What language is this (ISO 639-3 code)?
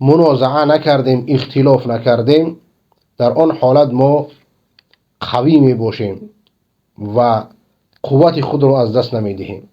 fas